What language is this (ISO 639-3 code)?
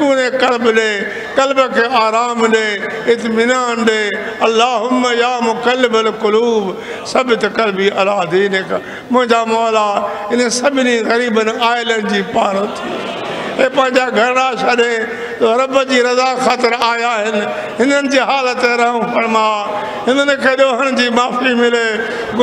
snd